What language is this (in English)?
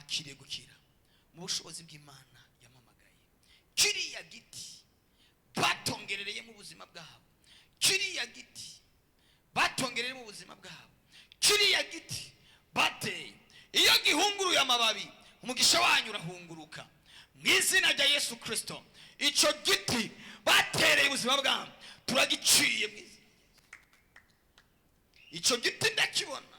Rundi